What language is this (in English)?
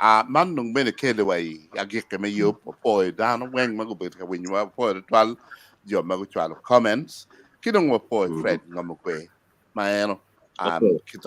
Acoli